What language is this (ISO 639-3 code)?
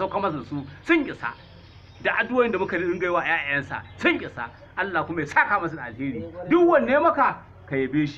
hau